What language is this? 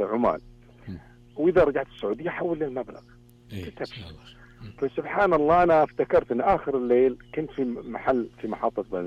Arabic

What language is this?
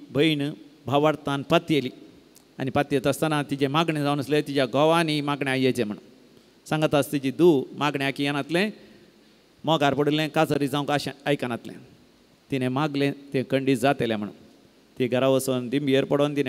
Konkani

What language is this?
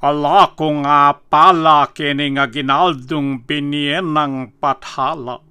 Pampanga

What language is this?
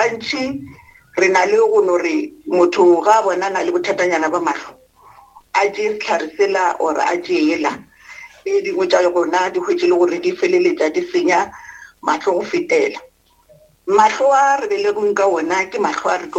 Northern Sotho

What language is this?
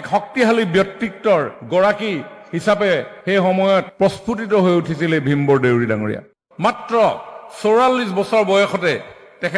Assamese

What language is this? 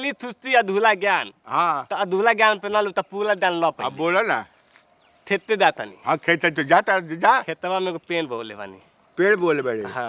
Bhojpuri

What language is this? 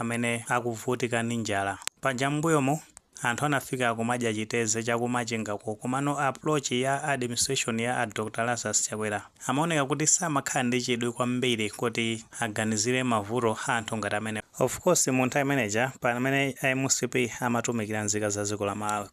Nyanja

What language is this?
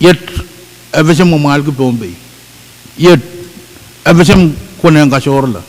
Pohnpeian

